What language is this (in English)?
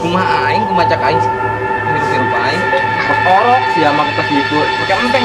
Sundanese